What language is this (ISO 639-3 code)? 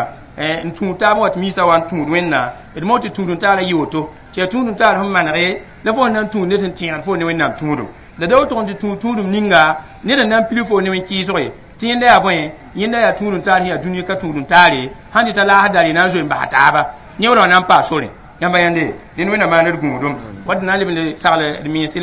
mos